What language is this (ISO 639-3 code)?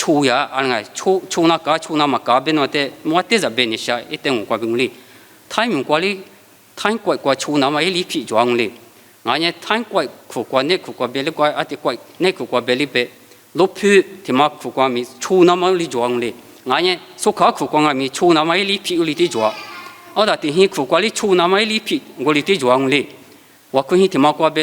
lis